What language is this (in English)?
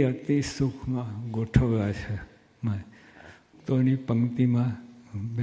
Gujarati